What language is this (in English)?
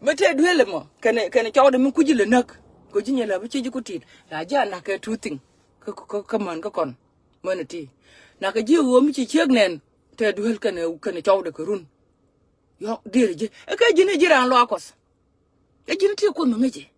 Nuer